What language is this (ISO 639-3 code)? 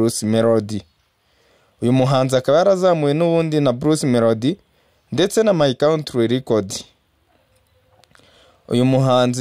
kin